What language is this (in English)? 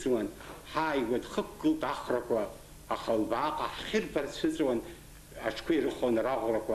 Abkhazian